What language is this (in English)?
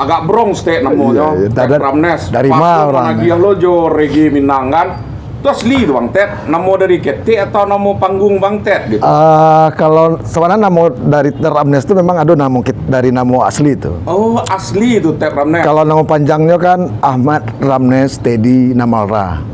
Minangkabau